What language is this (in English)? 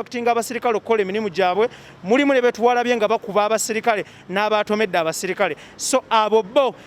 Ganda